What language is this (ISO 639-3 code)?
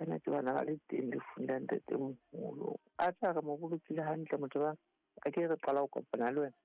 sot